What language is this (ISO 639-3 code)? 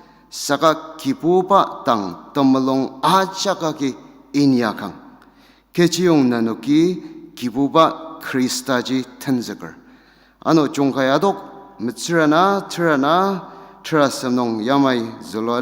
njo